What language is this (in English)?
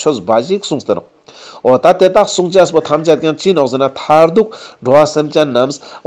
Ladakhi